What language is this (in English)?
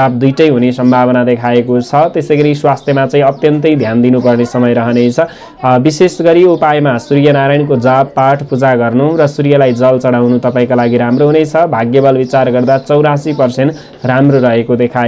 Nepali